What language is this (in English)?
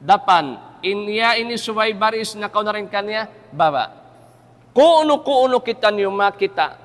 Tausug